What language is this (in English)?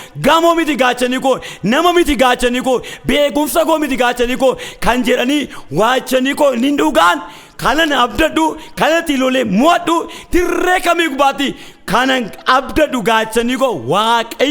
Oromo